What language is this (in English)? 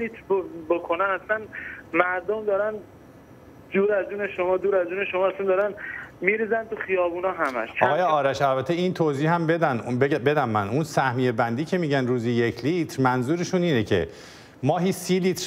Persian